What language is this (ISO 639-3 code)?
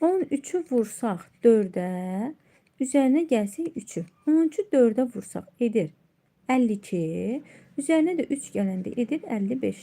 aze